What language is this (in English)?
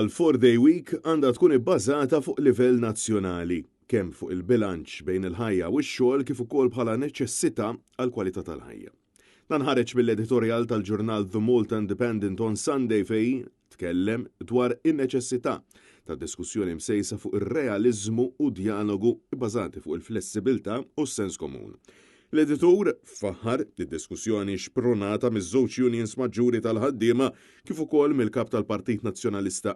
Maltese